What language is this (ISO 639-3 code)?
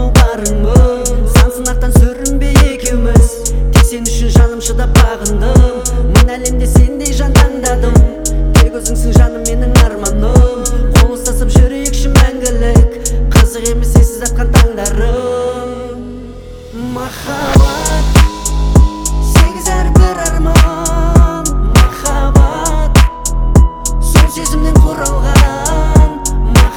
kaz